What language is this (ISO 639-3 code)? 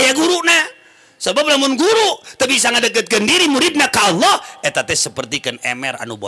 sun